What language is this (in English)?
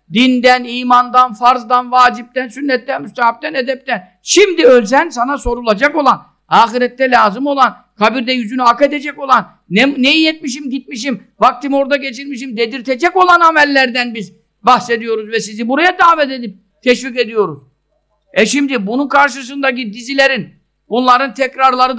Turkish